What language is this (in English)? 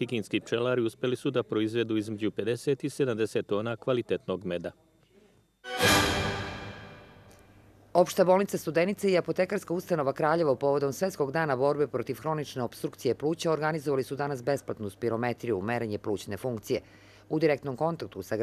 Serbian